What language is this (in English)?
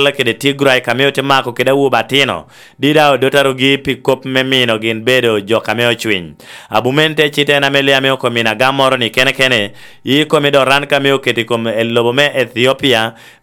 Lango (Uganda)